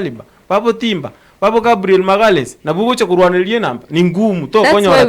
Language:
Gusii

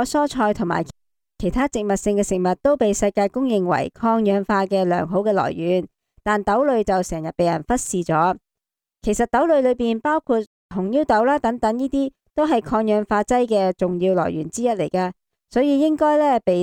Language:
Cantonese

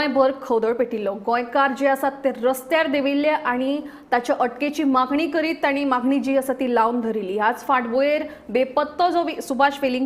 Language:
Konkani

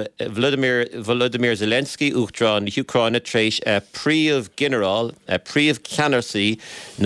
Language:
Irish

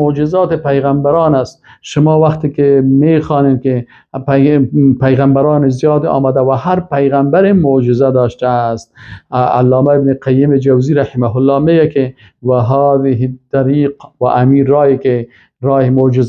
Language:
Persian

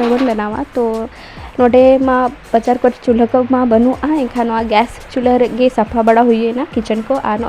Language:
Santali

